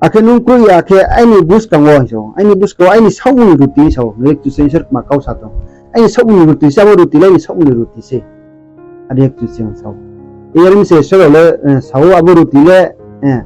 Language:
Riang (India)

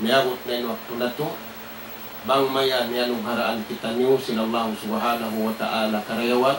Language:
Tausug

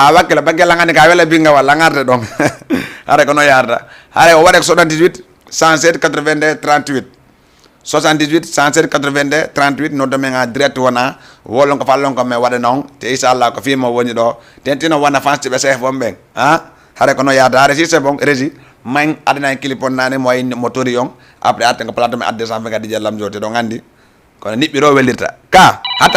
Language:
Fula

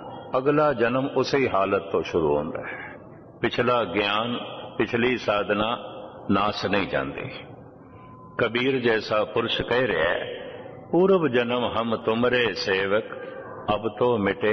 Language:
Punjabi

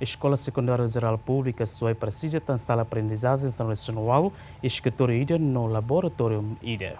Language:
Tetum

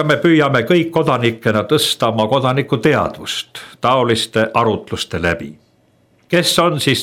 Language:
Estonian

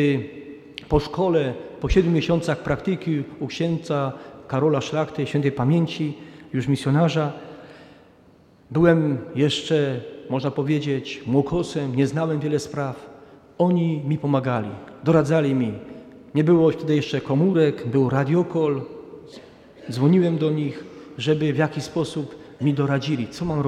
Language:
Polish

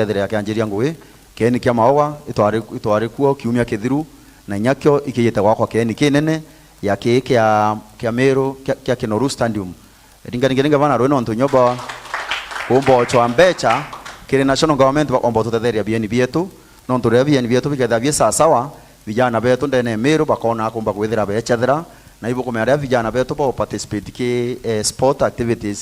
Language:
Meru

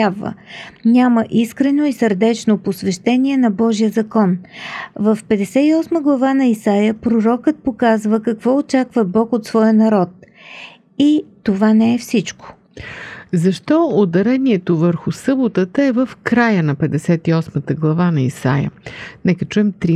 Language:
Bulgarian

